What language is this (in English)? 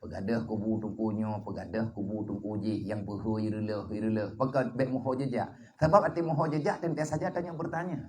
Achinese